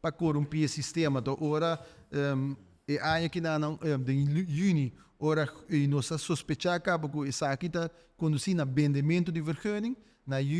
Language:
Papiamento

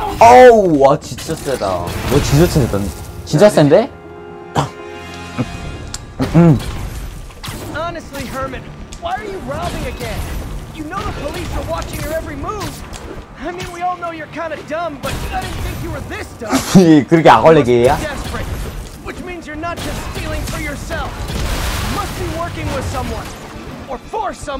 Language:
Korean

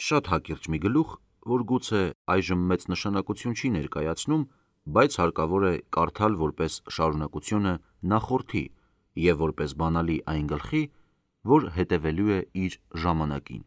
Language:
Armenian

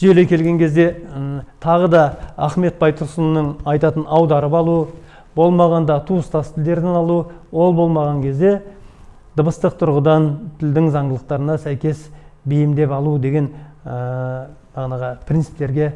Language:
Kazakh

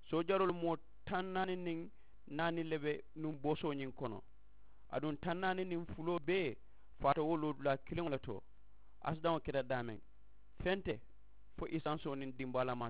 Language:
Mandingo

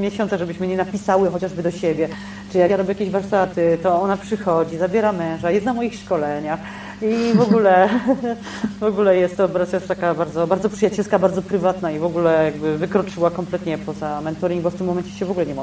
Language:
Polish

